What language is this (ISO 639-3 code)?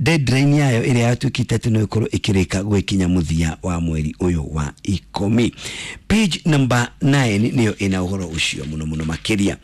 kik